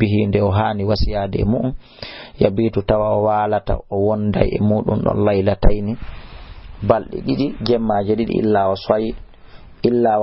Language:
Fula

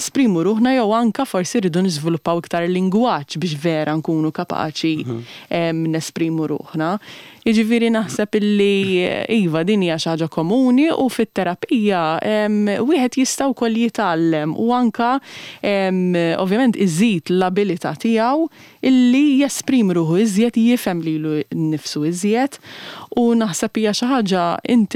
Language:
Maltese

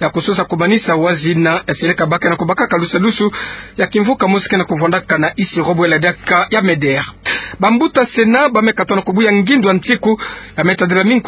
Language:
Kituba (Democratic Republic of Congo)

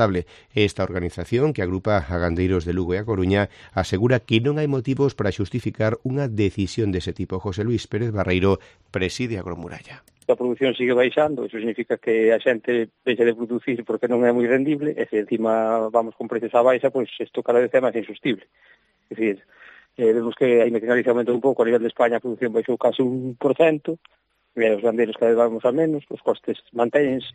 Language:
Galician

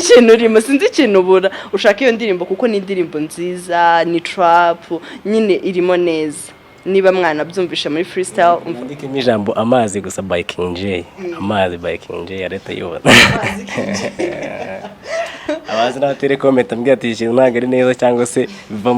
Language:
Kinyarwanda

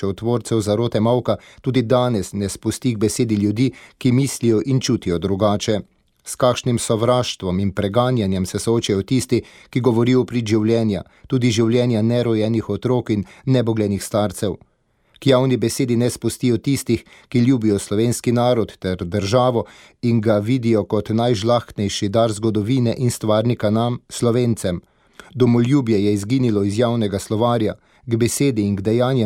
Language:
Slovenian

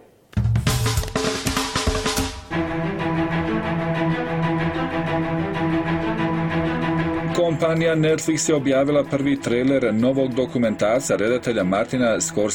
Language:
Bosnian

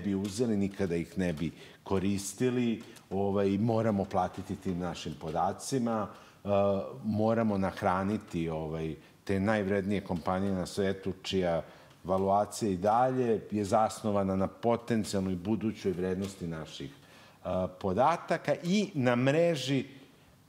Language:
Serbian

